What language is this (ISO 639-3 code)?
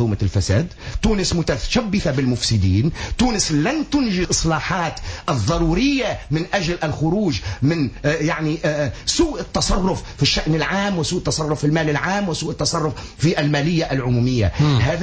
aeb